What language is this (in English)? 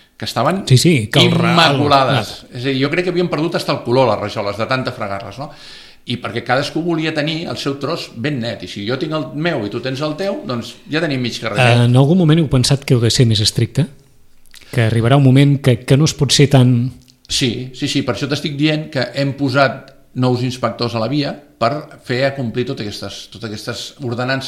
Catalan